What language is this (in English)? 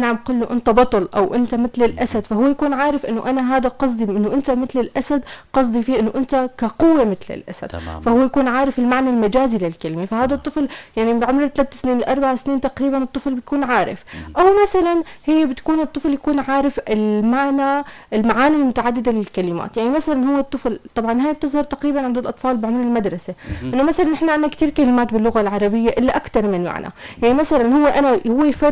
North Levantine Arabic